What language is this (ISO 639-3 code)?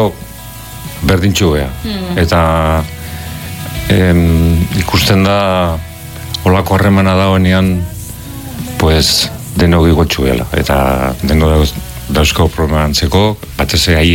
eus